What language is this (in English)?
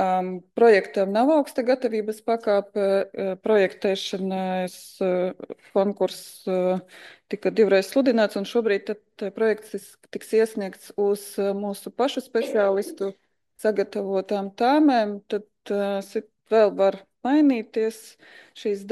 Latvian